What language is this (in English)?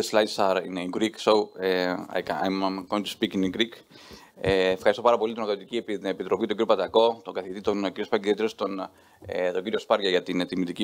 Greek